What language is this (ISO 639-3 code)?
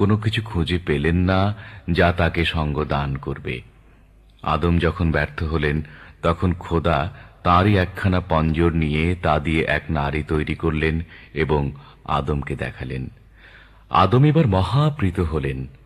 ben